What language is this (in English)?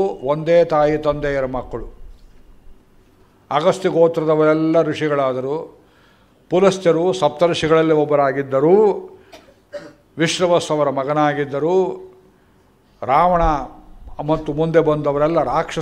Kannada